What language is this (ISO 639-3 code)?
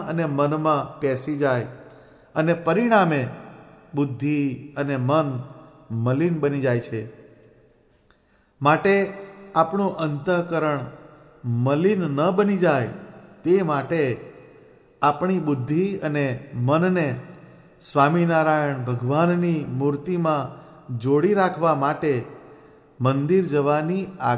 guj